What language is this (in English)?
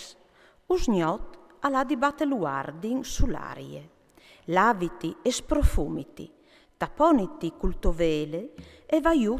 Friulian